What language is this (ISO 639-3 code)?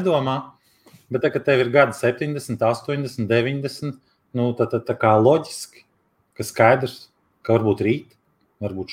lav